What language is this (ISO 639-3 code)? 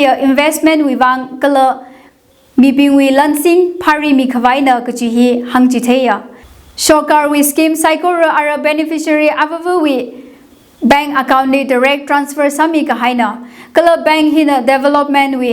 nmf